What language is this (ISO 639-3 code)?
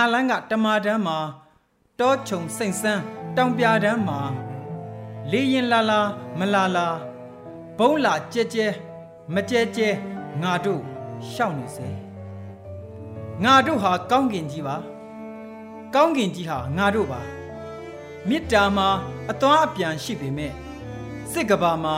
mya